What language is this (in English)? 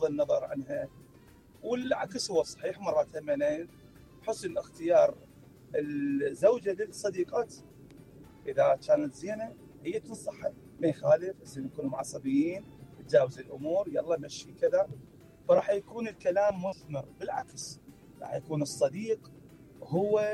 Mesopotamian Arabic